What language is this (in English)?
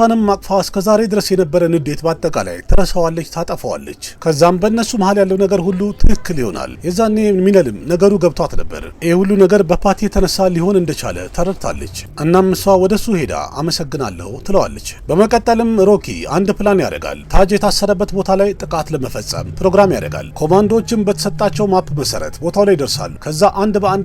Amharic